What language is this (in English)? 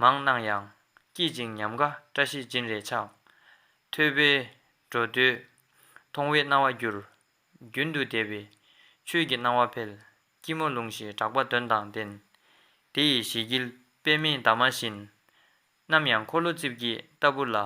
Tibetan